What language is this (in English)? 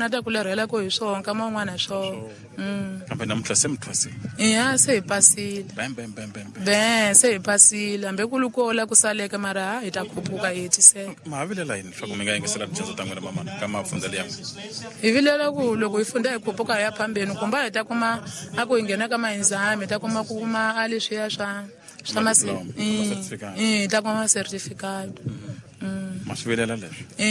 Tsonga